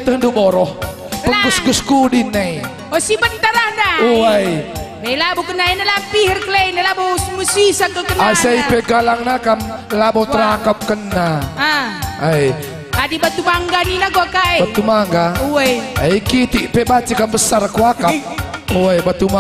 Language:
Batak Karo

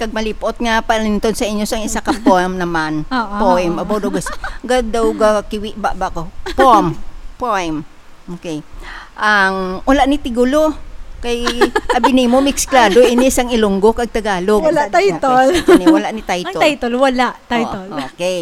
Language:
Hiligaynon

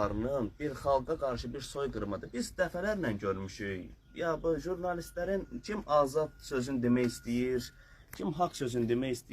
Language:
Azerbaijani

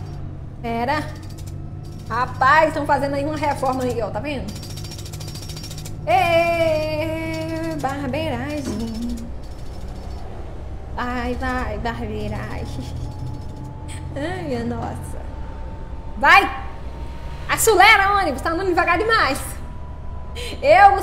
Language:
Portuguese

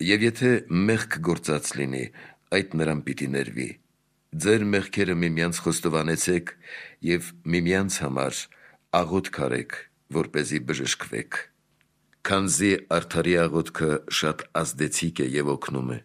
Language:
Armenian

